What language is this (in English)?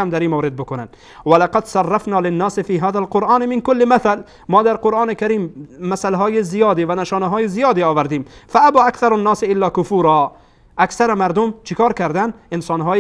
Persian